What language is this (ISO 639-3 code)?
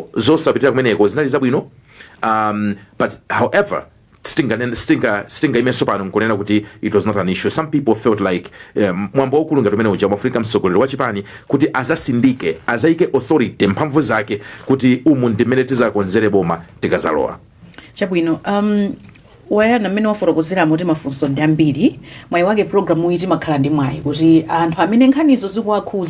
nya